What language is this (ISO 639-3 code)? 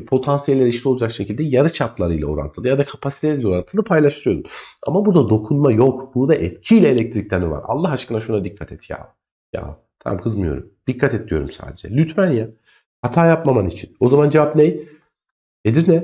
tur